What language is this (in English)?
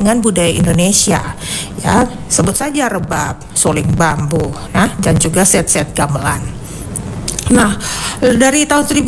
Indonesian